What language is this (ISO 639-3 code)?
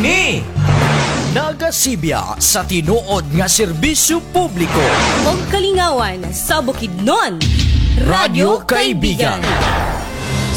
ceb